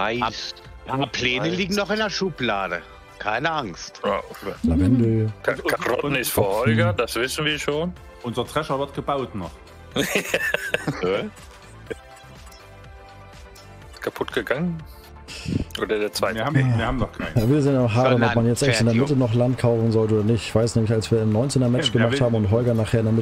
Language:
German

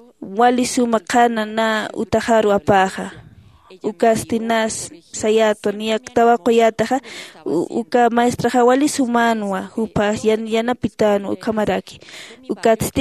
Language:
Aymara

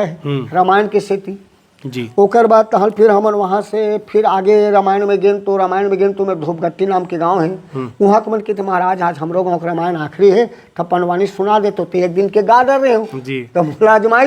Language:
Chhattisgarhi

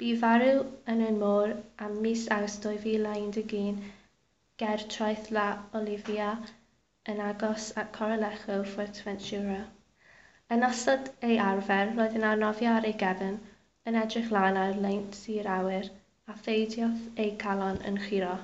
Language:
Welsh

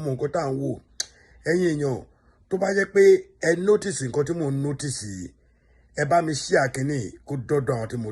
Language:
Yoruba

